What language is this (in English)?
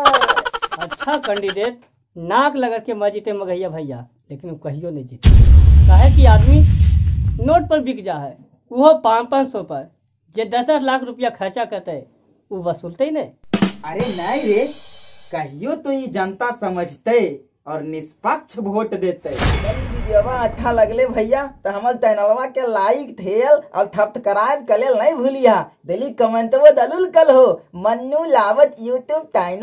Magahi